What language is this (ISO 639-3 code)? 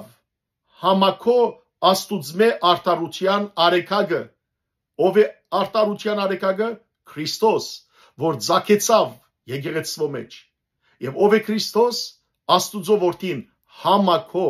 hyw